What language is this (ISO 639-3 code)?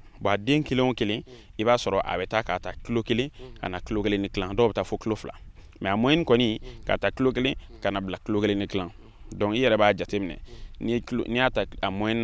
bam